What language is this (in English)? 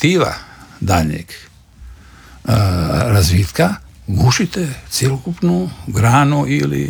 Croatian